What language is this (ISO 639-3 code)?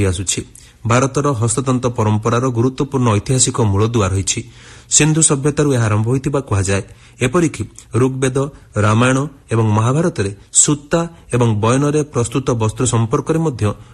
ori